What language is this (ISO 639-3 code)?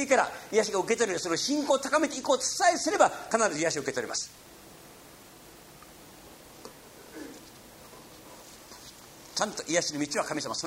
jpn